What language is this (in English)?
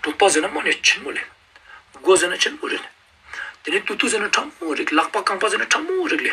Ladakhi